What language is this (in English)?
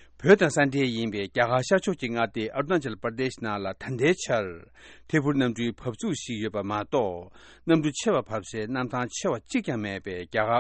Tibetan